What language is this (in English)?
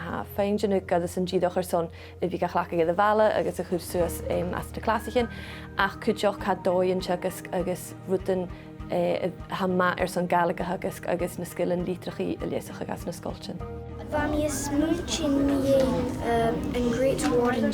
Scottish Gaelic